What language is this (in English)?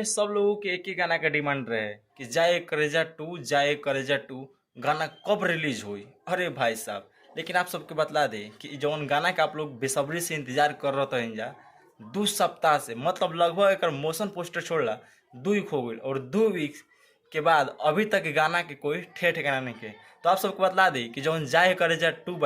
Bhojpuri